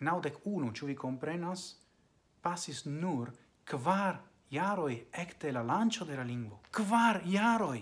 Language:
Esperanto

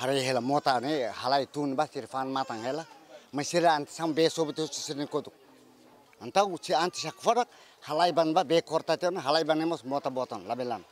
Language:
Tetum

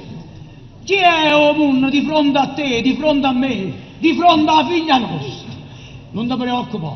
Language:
Neapolitan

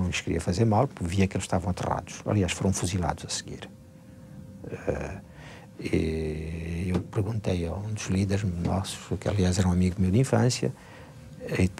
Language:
Portuguese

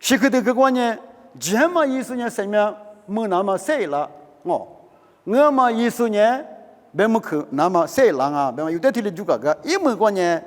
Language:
Lisu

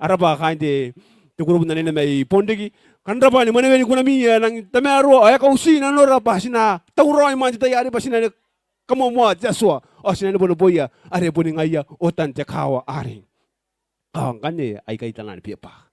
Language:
Gilbertese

